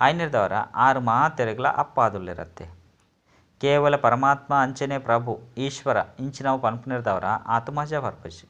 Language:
Tulu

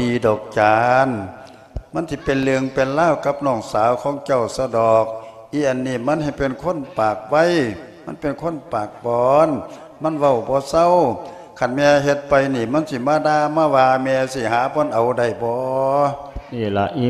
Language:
Lao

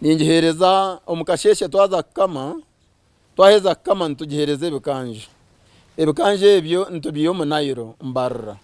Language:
Nyankole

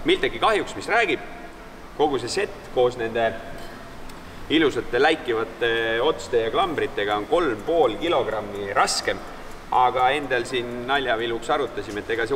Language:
Estonian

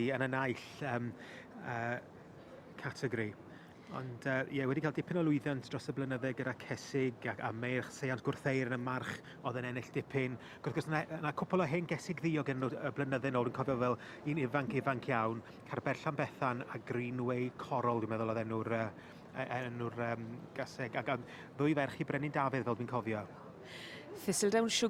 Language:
Welsh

